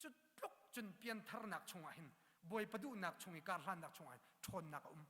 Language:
Hakha Chin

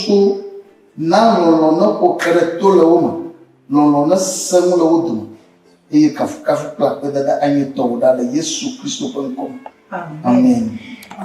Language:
Ewe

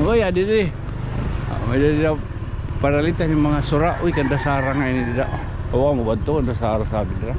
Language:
Waray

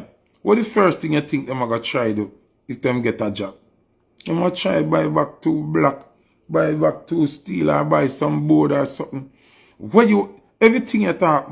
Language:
Jamaican Creole English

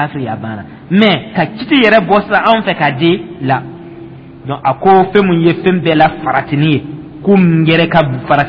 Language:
Dyula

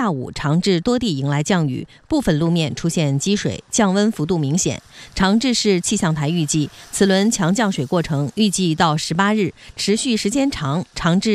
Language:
Chinese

